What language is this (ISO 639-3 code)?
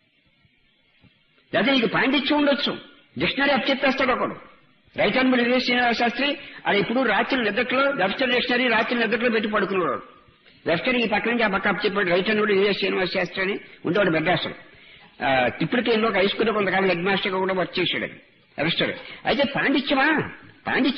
tel